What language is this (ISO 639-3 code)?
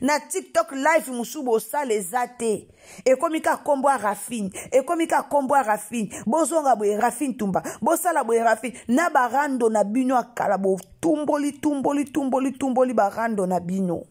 lin